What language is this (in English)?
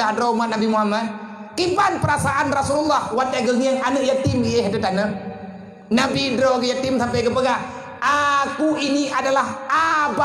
Achinese